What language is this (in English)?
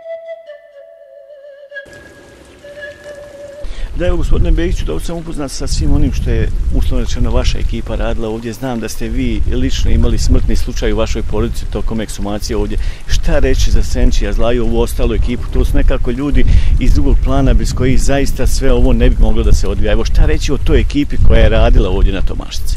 Bosnian